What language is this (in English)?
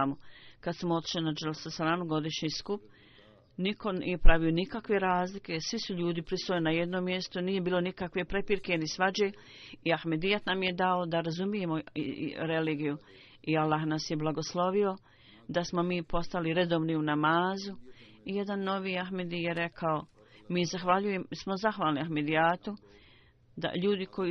Bosnian